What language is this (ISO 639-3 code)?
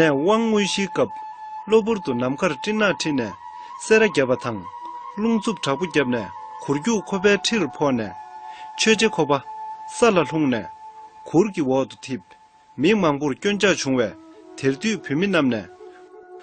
bod